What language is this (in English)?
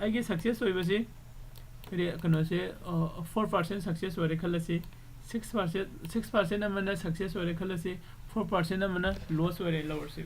Manipuri